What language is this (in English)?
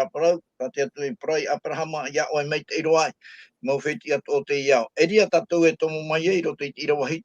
Tahitian